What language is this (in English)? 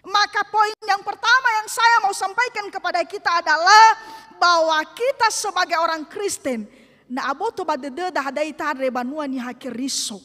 Nias